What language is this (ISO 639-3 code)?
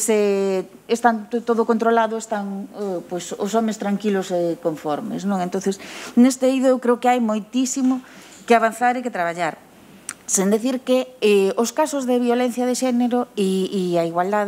glg